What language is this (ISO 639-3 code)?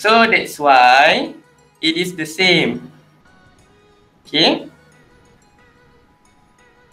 eng